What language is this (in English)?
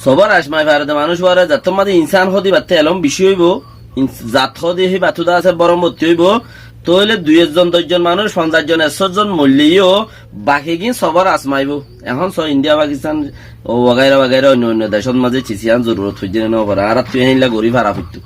Rohingya